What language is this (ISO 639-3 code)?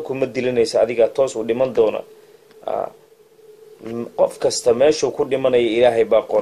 som